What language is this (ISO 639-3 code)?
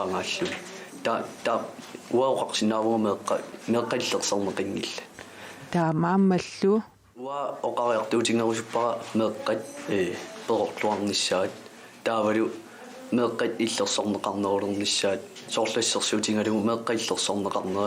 kal